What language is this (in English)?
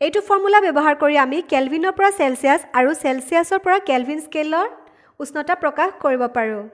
Assamese